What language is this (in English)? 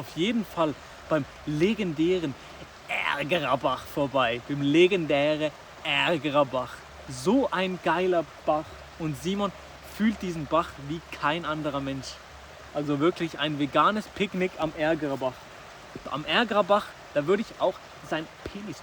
Swiss German